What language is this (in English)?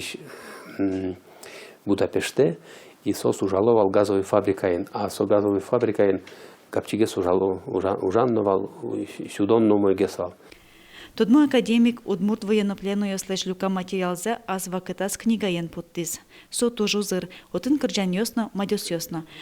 Udmurt